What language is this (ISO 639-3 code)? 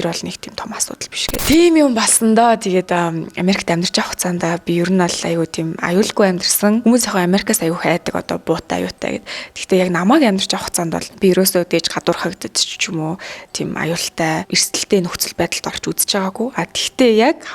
mon